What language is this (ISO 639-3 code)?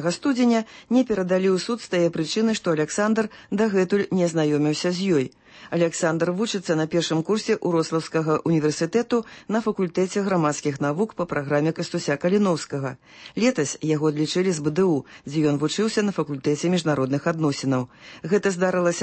bel